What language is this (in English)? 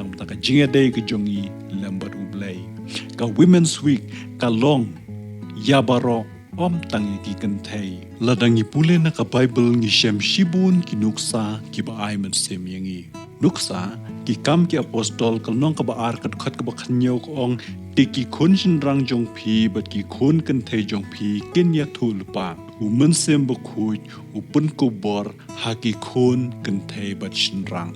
Khasi